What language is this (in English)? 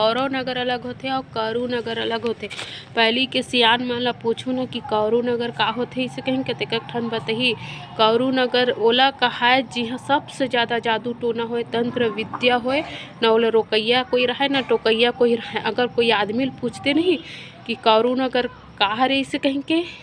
Chhattisgarhi